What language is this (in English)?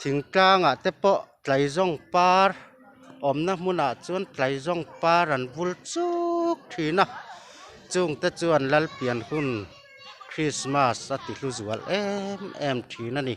Mizo